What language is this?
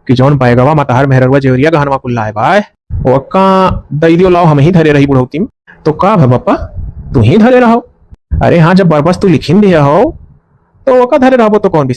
Awadhi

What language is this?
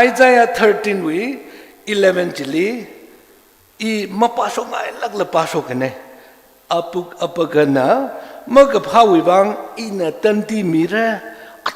Tangkhul Naga (India)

